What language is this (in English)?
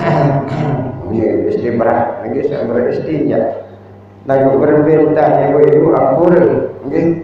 Sasak